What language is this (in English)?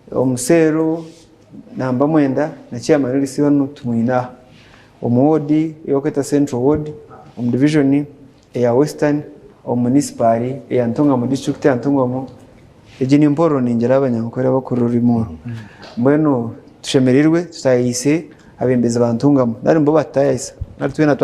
Nyankole